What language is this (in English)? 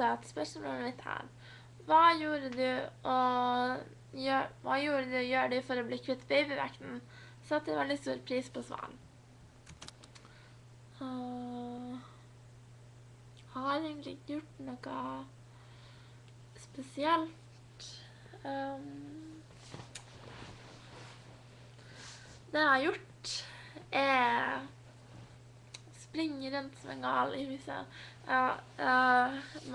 Norwegian